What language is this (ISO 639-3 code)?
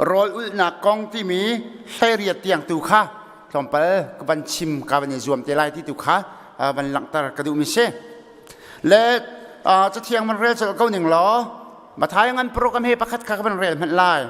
cnh